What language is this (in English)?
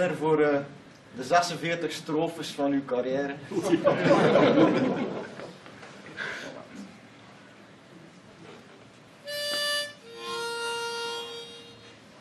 Dutch